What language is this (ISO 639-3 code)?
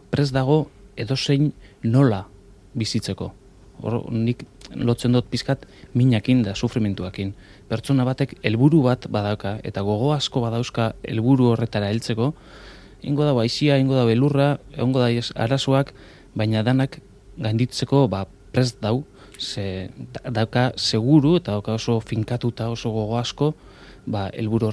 eus